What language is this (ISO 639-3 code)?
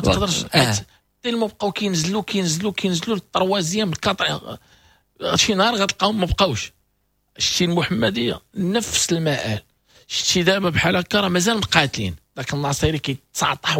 ary